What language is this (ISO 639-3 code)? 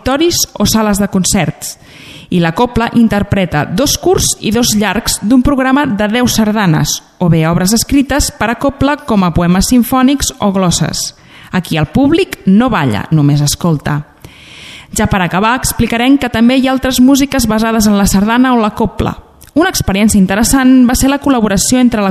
cat